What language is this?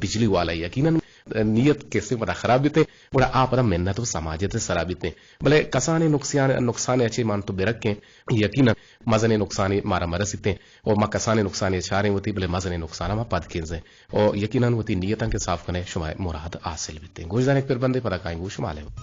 Eastern Balochi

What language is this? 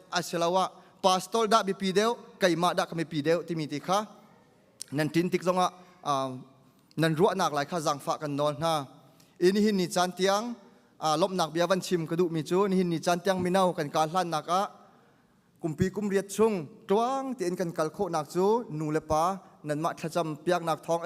Hakha Chin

